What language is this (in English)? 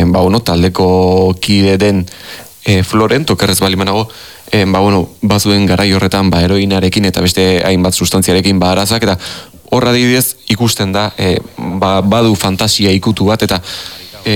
Basque